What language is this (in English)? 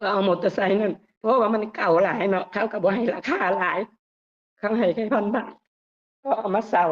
Lao